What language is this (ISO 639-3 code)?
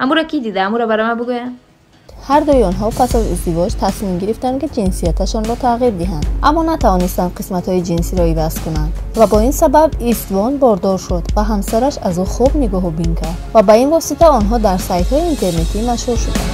tgk